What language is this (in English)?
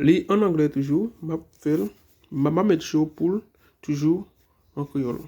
Haitian Creole